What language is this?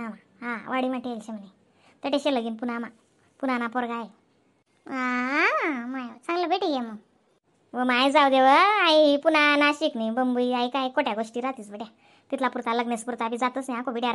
Khandesi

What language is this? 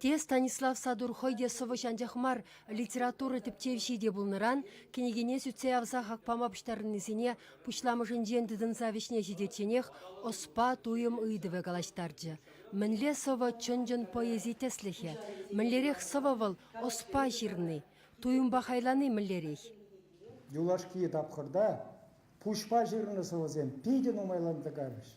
Chuvash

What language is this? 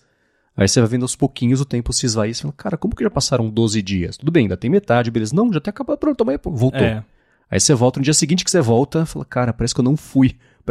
Portuguese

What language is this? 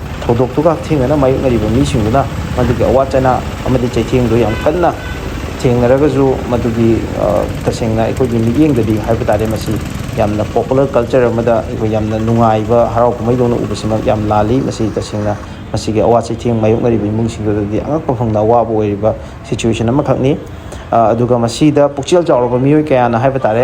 Manipuri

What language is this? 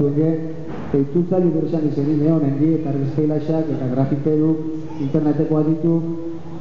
Basque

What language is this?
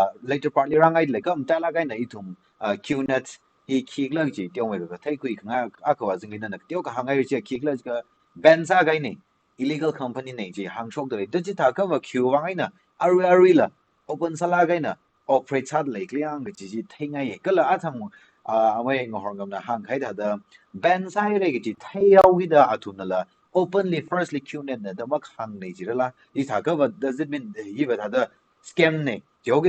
Tangkhul Naga (India)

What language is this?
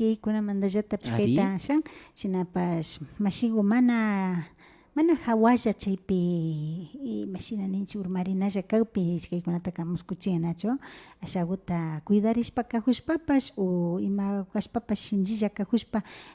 Imbabura Highland Quichua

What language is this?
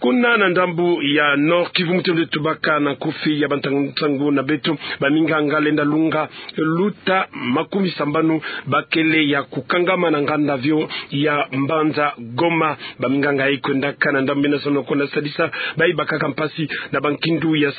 Kituba (Democratic Republic of Congo)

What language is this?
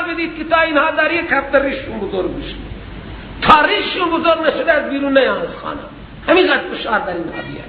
Persian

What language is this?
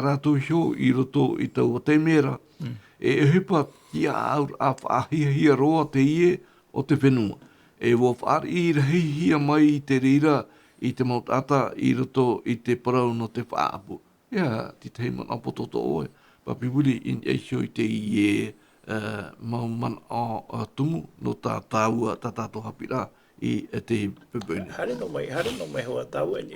Tahitian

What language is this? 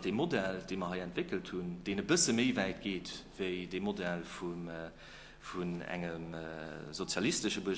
Luxembourgish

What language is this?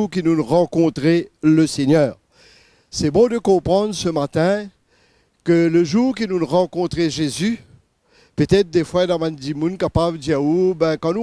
Morisyen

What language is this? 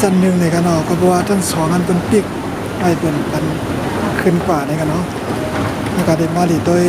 Shan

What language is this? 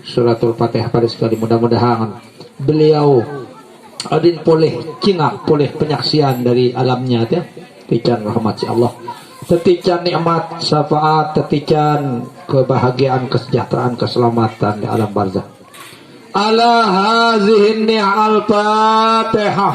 Sasak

